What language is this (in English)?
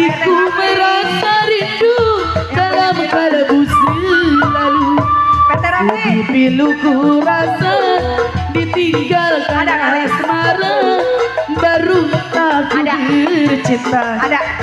Betawi